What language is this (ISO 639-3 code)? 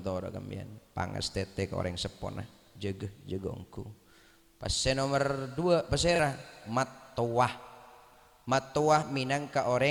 mad